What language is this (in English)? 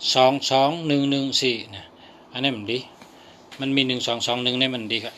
Shan